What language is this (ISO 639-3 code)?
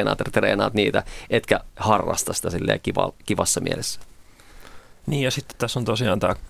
fin